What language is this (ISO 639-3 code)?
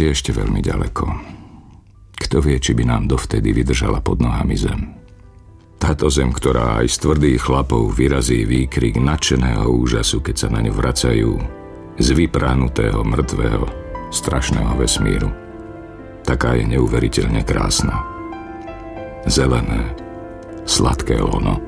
slk